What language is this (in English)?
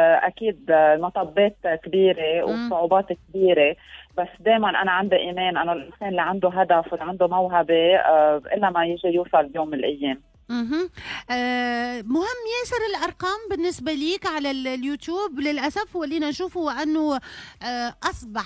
Tunisian Arabic